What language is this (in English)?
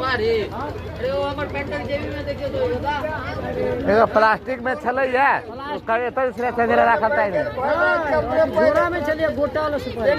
Maithili